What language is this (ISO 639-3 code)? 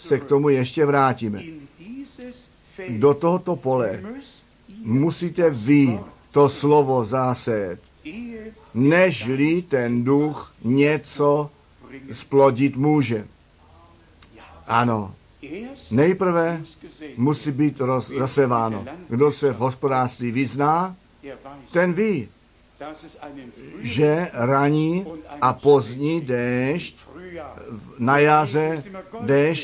ces